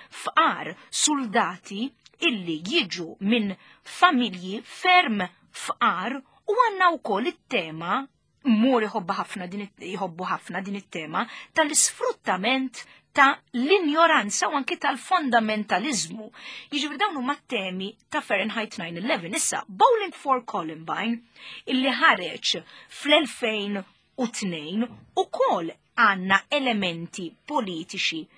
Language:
Maltese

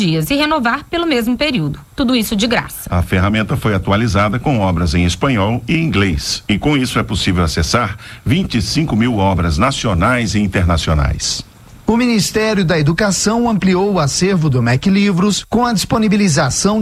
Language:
Portuguese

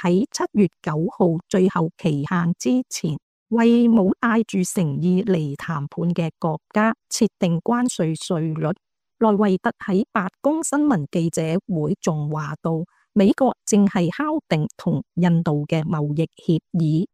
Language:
Cantonese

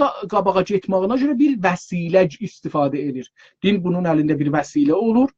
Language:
South Azerbaijani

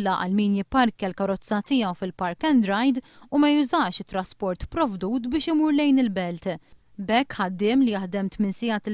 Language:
Maltese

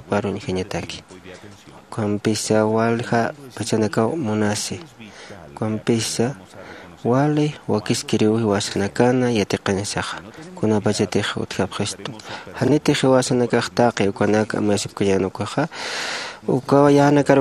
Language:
Aymara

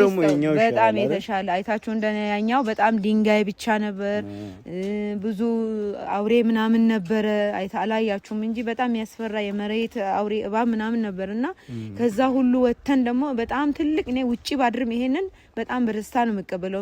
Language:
Amharic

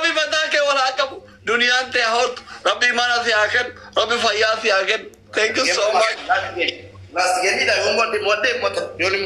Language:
Oromo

